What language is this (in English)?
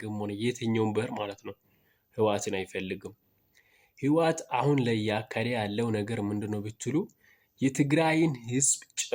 Amharic